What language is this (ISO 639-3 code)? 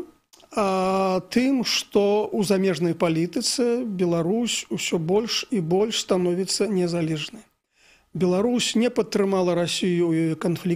bel